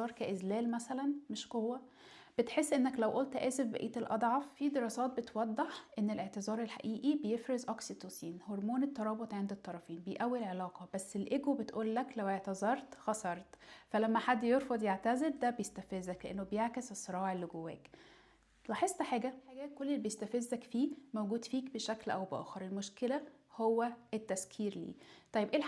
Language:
Egyptian Arabic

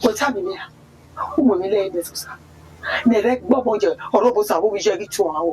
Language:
Bini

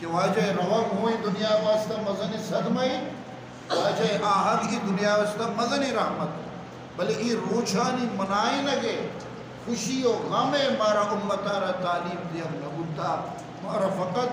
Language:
Eastern Balochi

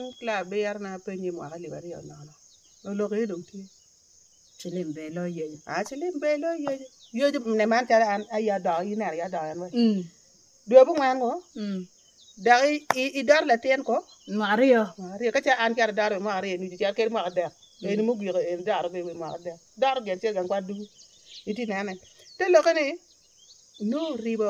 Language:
Acoli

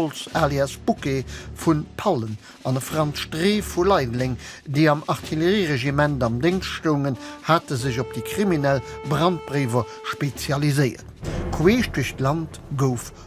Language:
Luxembourgish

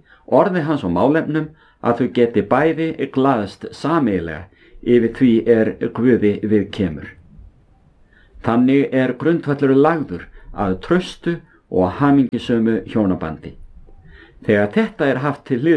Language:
Icelandic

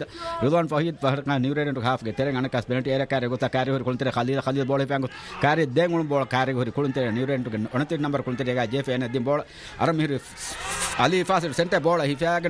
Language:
Divehi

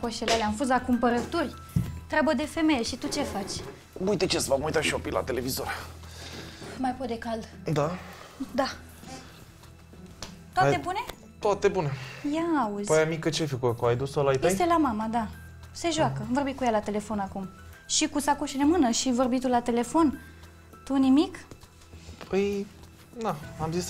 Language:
Romanian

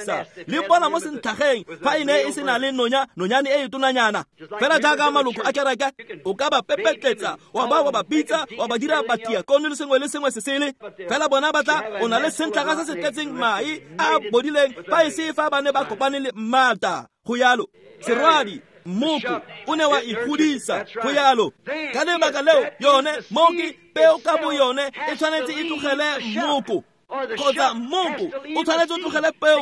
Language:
Tswana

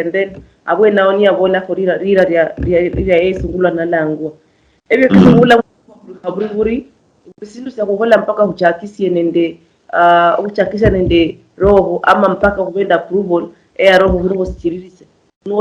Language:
Luyia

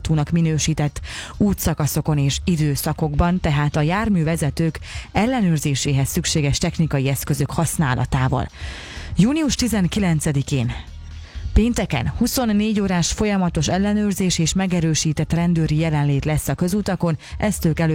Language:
Hungarian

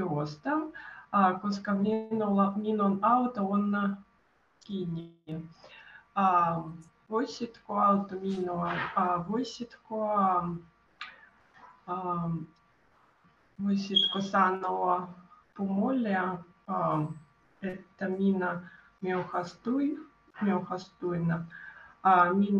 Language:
Finnish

